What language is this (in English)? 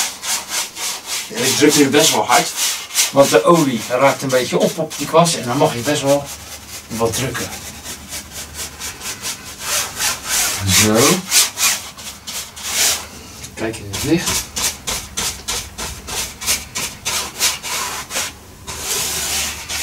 Dutch